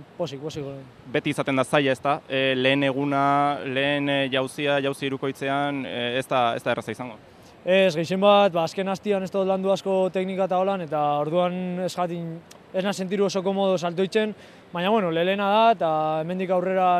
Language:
Basque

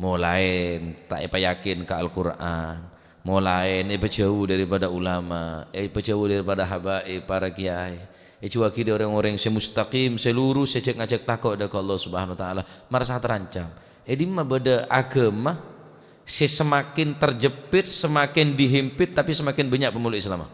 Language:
Madurese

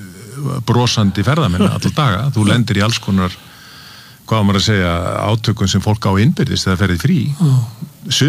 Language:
Icelandic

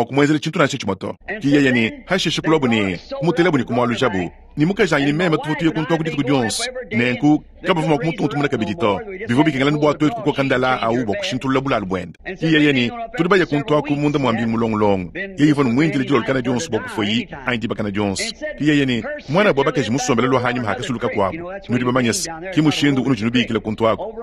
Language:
Luba-Lulua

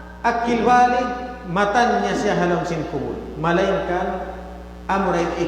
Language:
Tausug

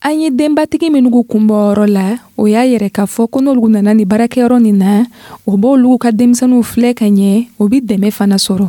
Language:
Dyula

